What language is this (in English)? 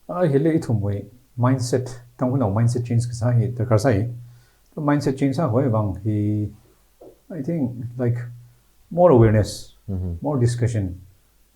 Tangkhul Naga (India)